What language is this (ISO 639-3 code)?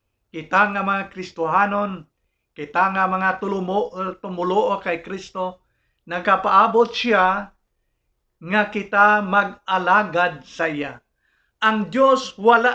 hil